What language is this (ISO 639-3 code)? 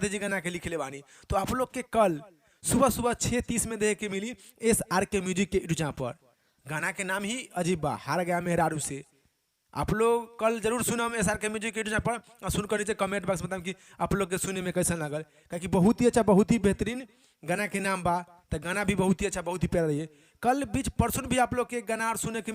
bho